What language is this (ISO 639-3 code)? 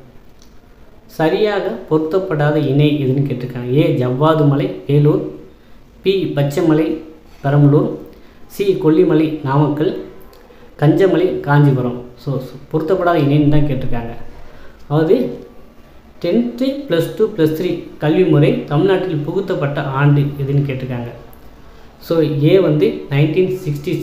tam